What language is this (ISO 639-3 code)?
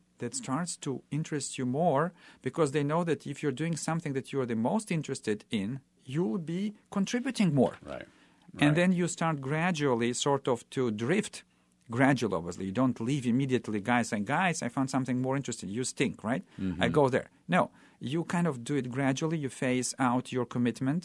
eng